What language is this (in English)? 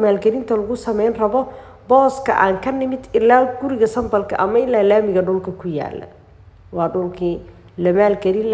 Somali